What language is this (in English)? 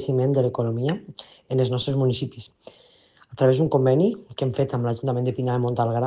Catalan